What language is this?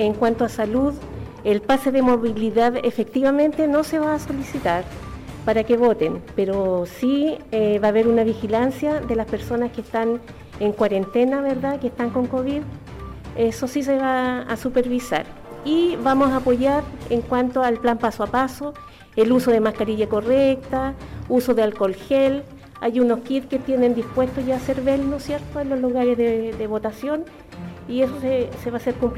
Spanish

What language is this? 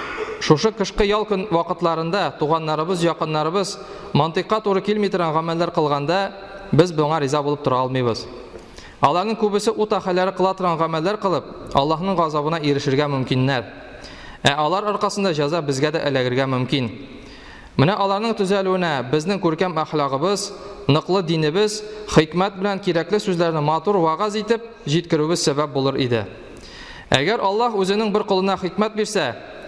Tatar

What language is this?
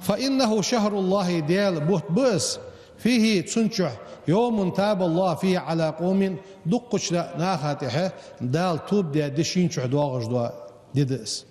Ingush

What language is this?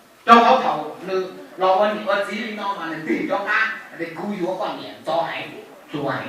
Hmong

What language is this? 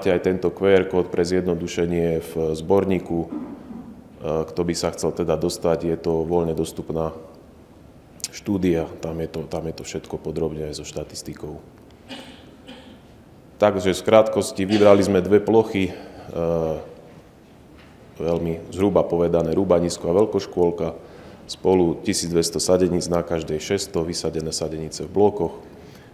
Slovak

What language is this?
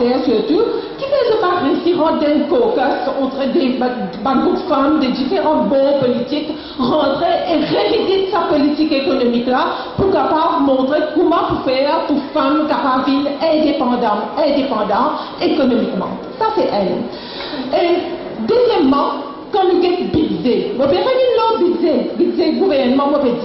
Morisyen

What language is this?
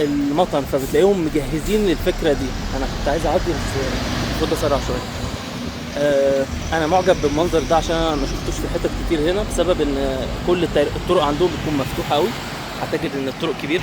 Egyptian Arabic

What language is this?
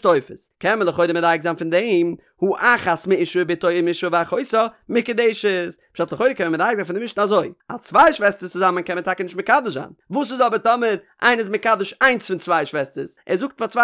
Yiddish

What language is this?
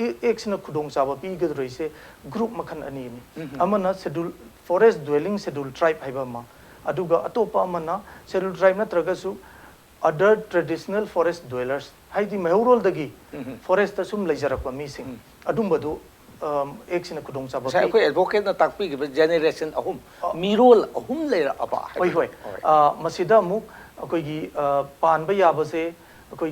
Manipuri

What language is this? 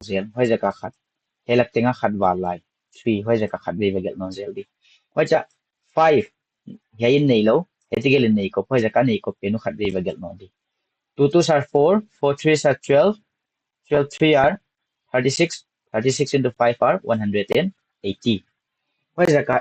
Paite Chin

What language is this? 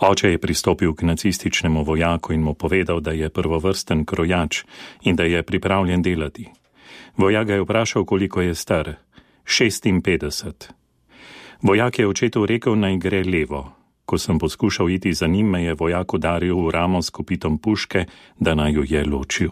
Slovenian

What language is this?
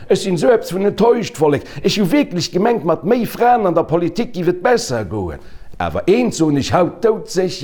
Luxembourgish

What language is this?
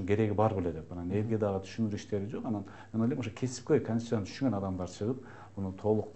Kyrgyz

